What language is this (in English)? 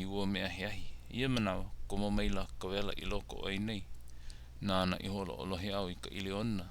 Hawaiian